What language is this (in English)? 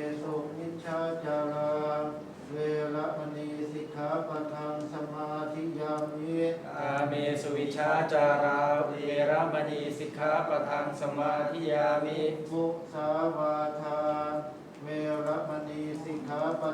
Pali